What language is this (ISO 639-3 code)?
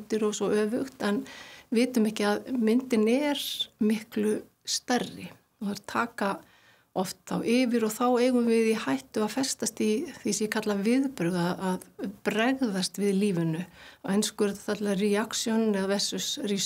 isl